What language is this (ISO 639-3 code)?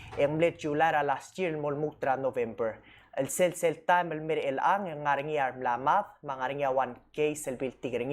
pau